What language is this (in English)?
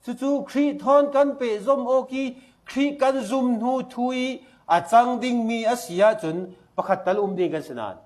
Falam Chin